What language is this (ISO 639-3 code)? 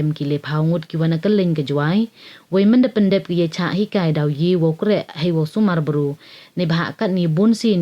pbv